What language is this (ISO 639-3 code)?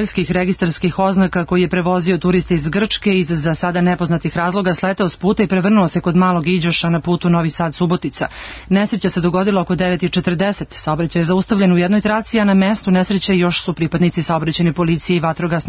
srp